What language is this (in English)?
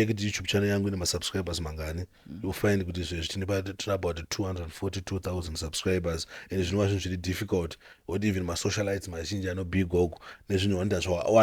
Shona